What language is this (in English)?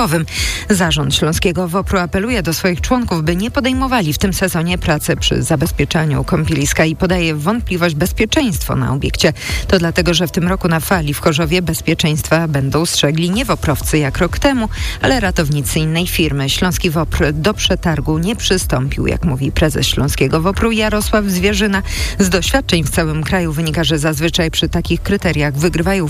Polish